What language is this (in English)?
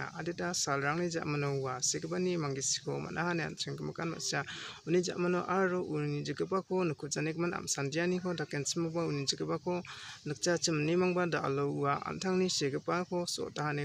Garo